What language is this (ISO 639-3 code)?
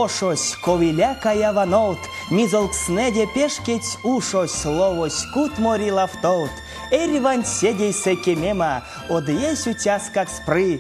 myv